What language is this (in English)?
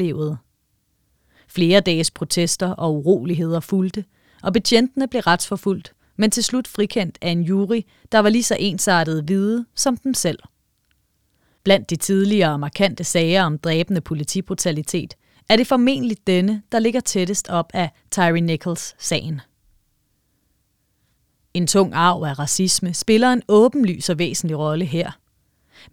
Danish